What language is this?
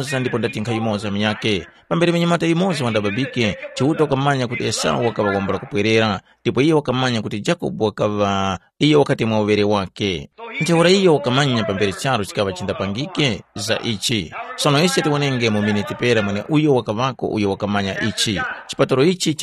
Tumbuka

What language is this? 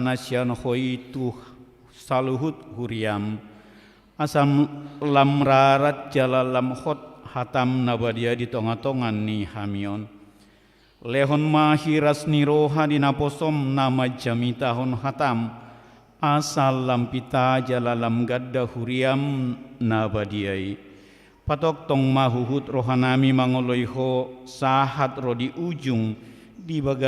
Batak Toba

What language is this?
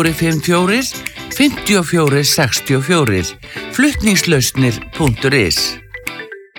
Icelandic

